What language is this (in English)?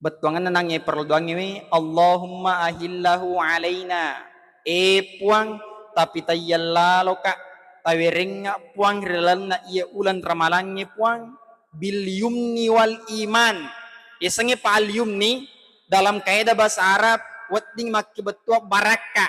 Buginese